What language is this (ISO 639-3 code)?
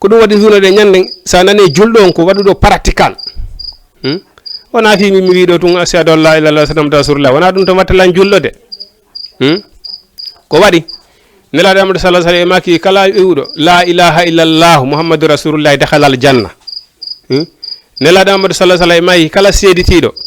ful